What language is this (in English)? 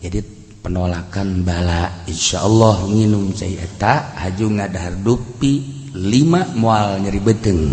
Sundanese